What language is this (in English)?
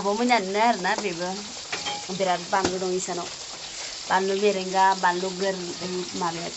Bodo